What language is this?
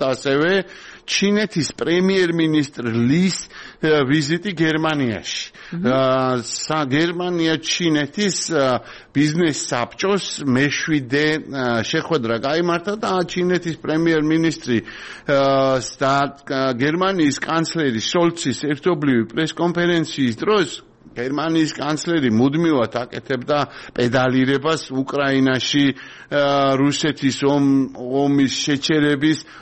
Georgian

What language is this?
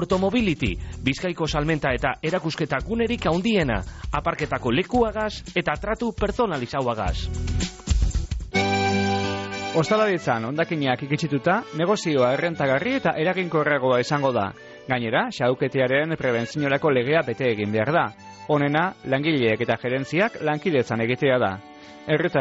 Basque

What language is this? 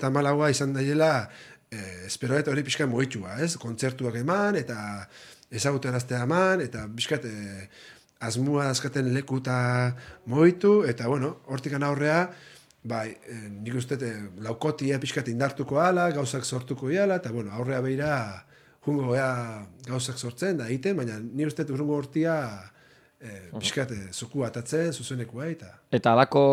Basque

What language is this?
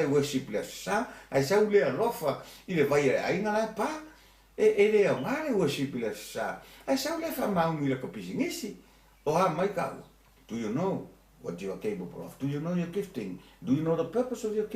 Samoan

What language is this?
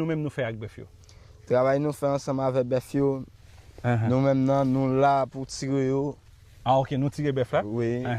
Haitian Creole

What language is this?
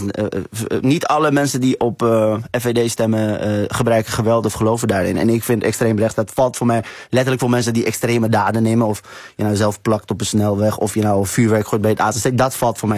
Dutch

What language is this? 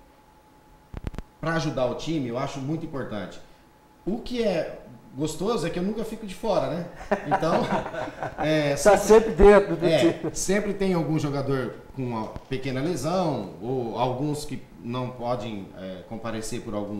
Portuguese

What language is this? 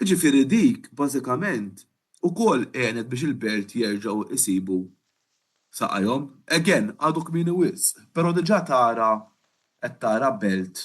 Maltese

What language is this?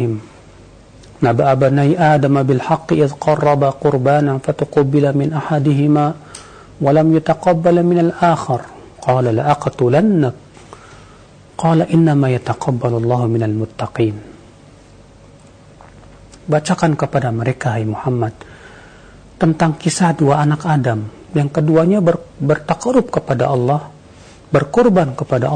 Indonesian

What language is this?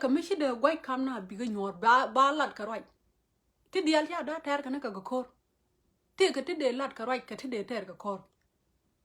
Nuer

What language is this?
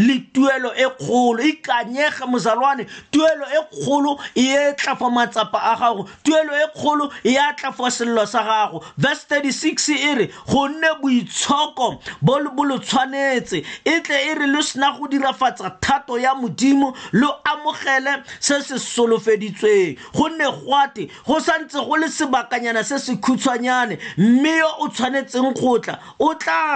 Tswana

